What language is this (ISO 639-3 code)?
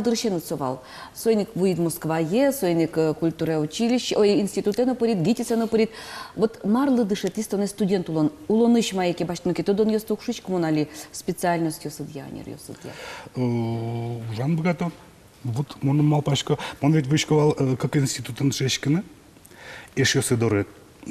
udm